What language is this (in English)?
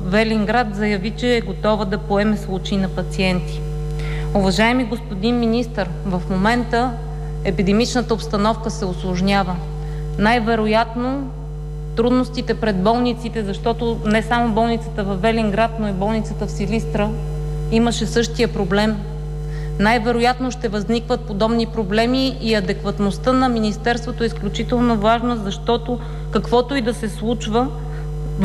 Bulgarian